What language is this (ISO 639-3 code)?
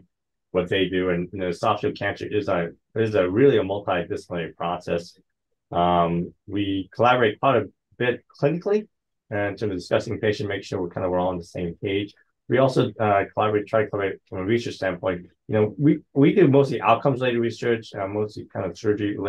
eng